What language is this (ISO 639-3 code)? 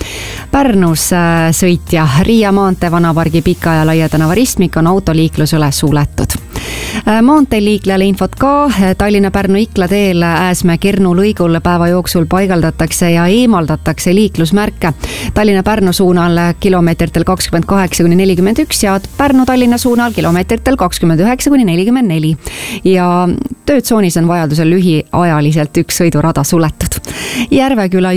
est